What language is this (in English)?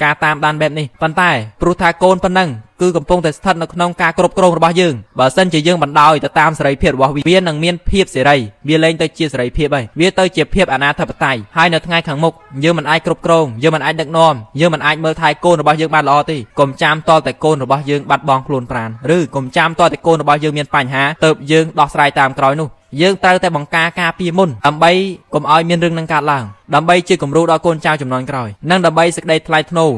Khmer